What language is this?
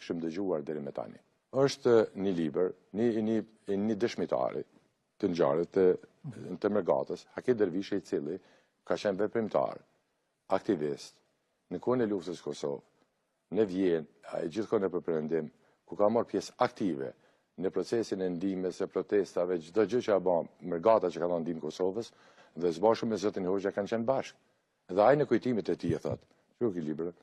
Albanian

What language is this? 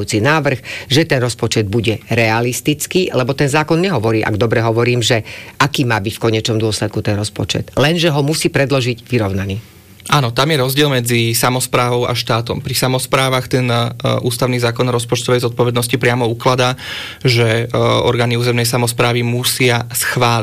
Slovak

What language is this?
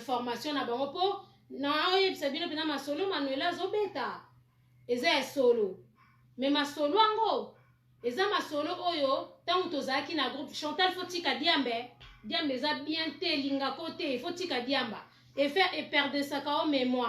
Lingala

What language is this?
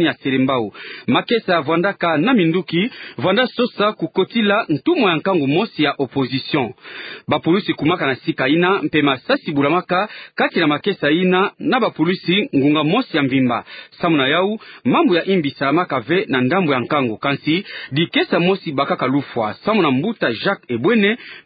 Kituba (Democratic Republic of Congo)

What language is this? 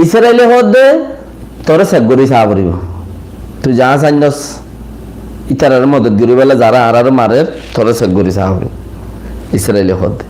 Rohingya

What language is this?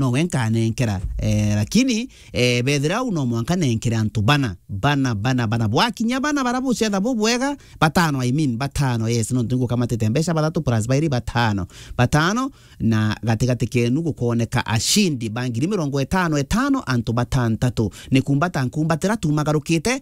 Meru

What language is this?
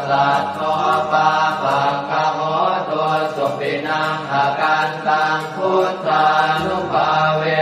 Pali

